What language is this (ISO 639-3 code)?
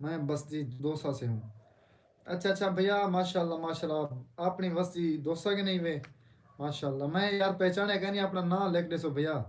skr